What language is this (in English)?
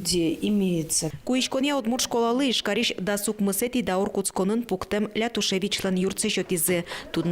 Udmurt